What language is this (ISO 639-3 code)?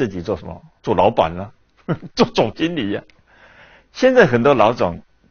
zho